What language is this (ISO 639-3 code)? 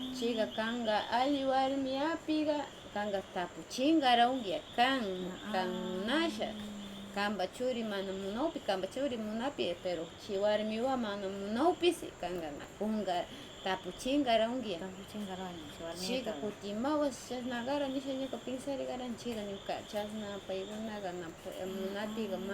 qvz